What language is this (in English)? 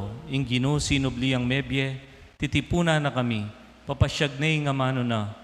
Pampanga